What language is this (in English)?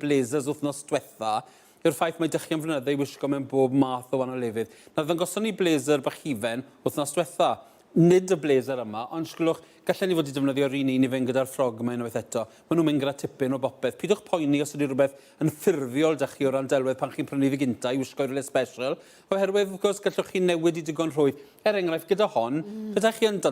Welsh